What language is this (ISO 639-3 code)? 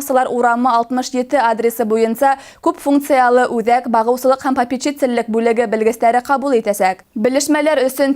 bak